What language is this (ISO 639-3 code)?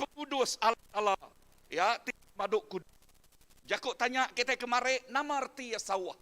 iba